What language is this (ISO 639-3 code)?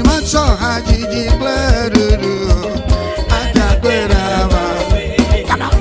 ewe